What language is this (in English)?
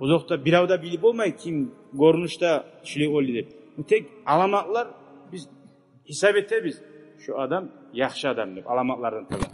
Kumyk